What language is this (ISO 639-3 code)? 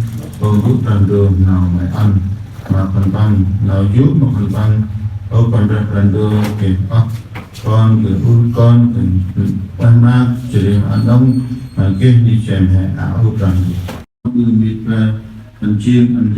cmo